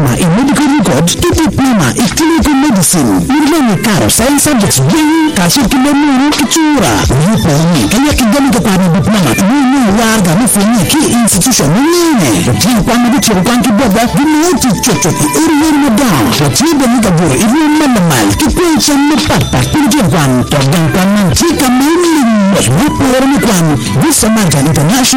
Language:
Swahili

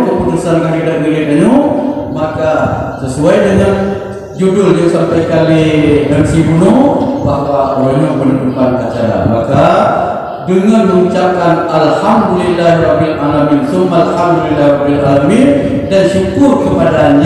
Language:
Achinese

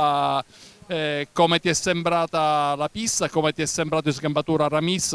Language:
Italian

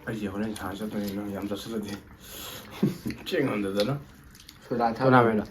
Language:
Manipuri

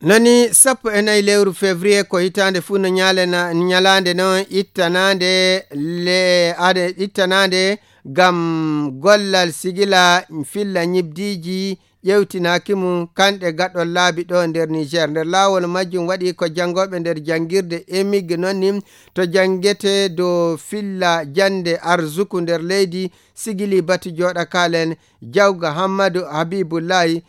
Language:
Nigerian Fulfulde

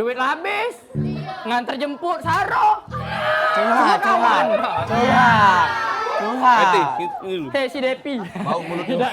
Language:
Musi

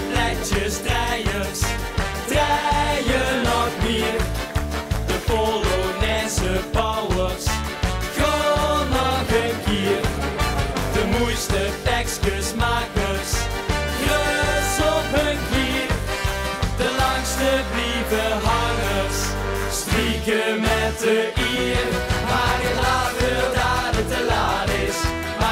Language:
Limburgish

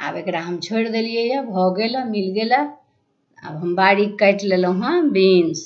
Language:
Maithili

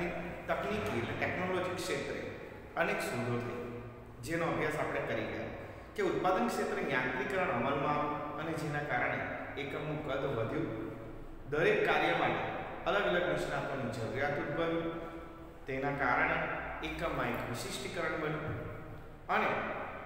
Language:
Gujarati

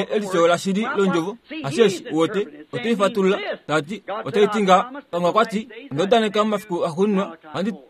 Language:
Kuanyama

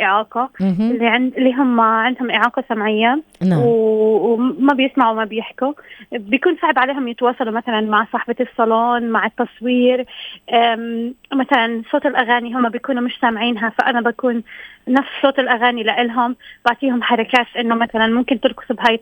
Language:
North Levantine Arabic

